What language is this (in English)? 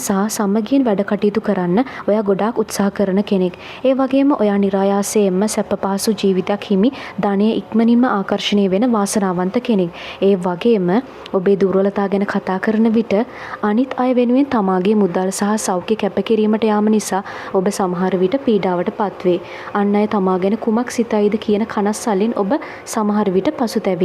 Sinhala